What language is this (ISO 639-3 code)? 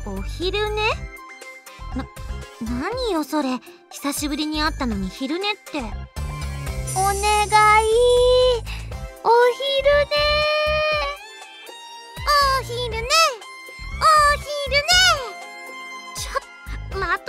jpn